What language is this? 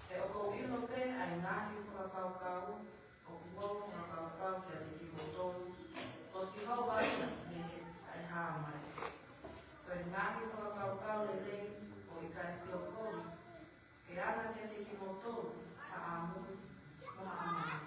Tongan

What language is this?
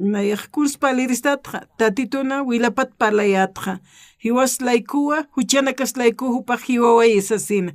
Aymara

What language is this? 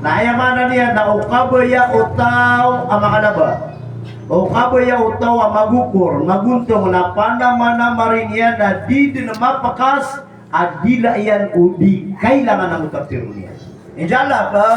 Maranao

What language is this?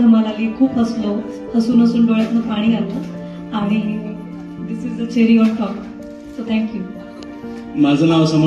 Marathi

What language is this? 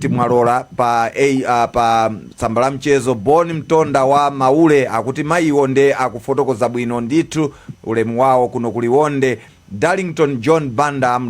Nyanja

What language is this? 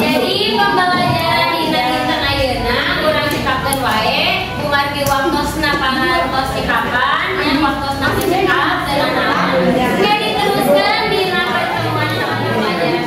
Sundanese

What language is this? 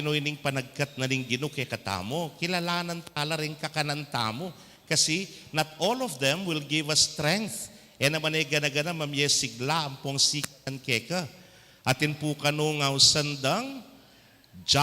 Pampanga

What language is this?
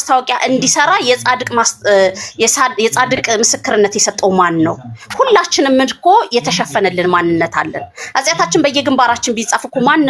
Amharic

